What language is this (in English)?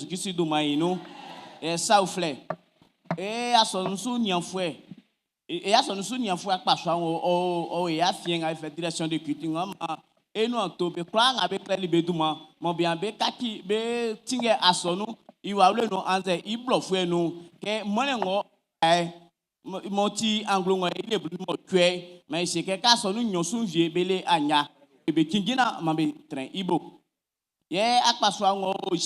Baoulé